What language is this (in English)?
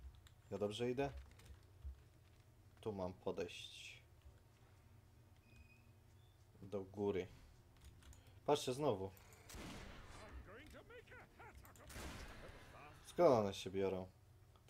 Polish